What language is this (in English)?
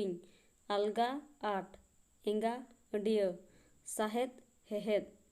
Santali